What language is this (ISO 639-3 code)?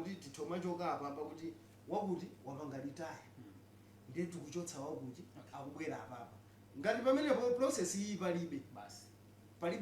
nya